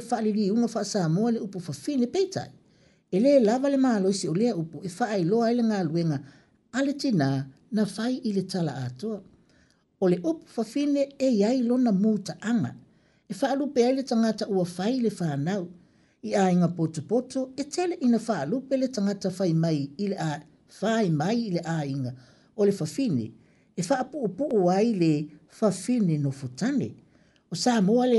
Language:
Samoan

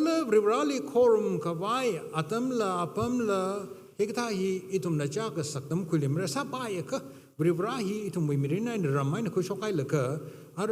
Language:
Tangkhul Naga (India)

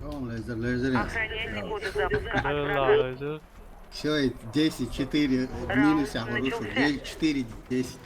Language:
Chechen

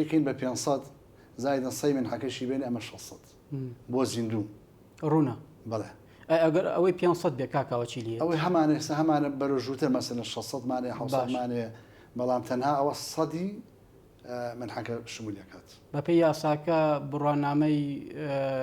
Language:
Central Kurdish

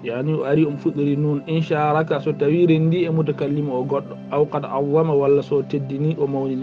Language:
Fula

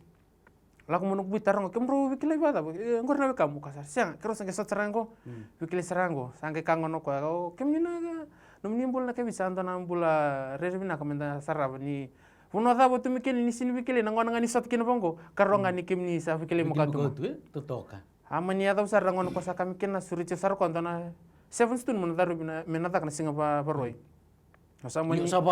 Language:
Fijian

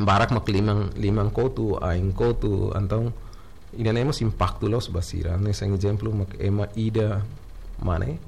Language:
Tetum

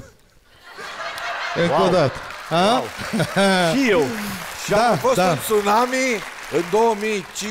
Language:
Romanian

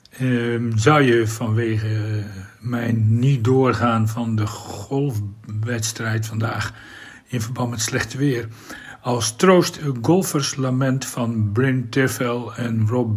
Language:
Dutch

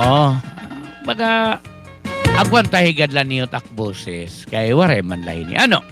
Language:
Waray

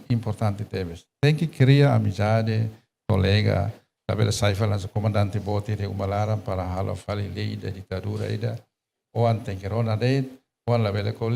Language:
Tetum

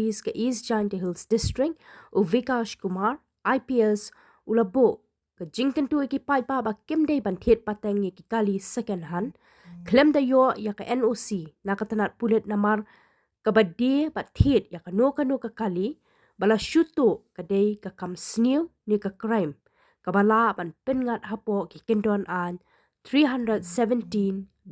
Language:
Khasi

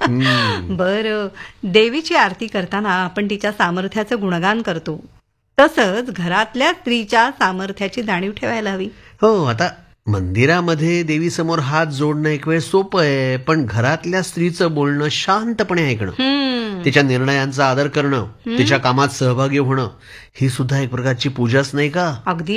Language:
Marathi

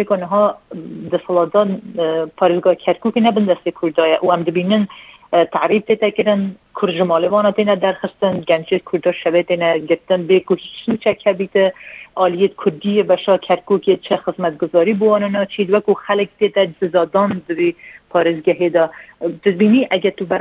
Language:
Kurdish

